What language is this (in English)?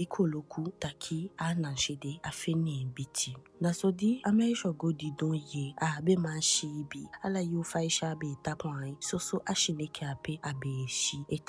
Eastern Maroon Creole